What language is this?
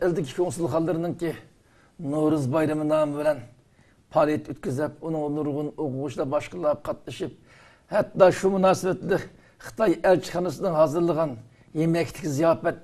Uyghur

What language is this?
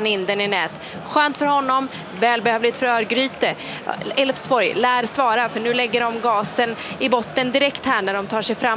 Swedish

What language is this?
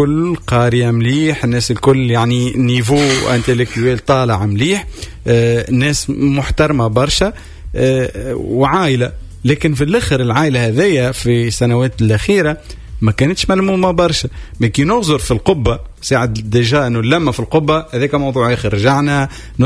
Tunisian Arabic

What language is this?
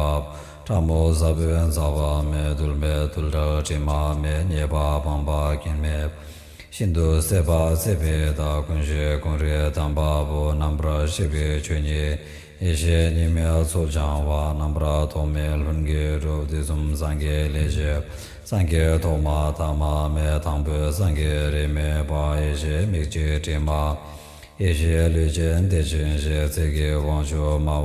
Tibetan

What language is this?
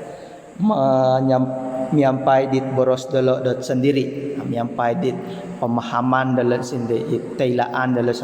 Central Dusun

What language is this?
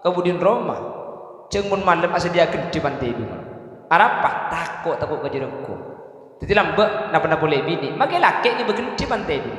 Madurese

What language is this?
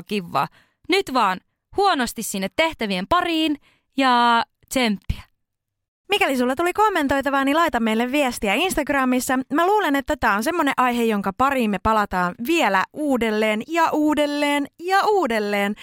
Finnish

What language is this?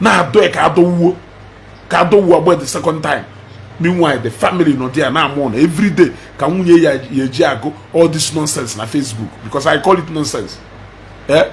Igbo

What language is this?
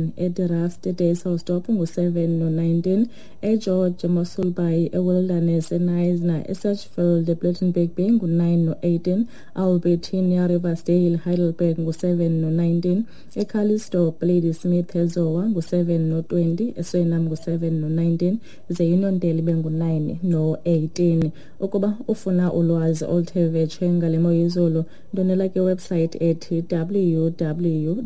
Xhosa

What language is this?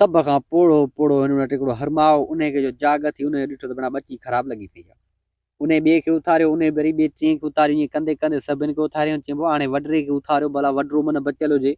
Sindhi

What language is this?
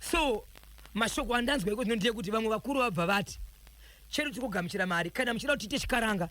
Shona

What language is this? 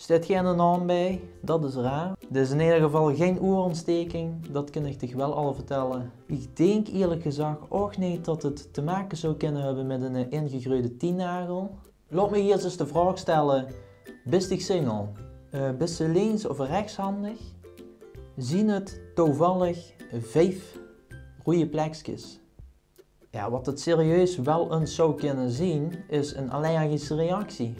Limburgish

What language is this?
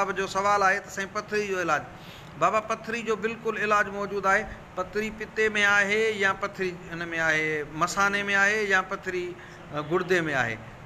Sindhi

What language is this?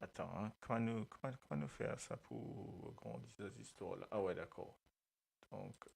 Morisyen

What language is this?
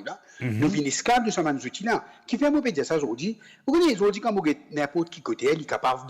Morisyen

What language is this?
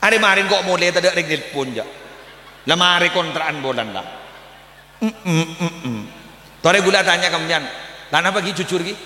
Madurese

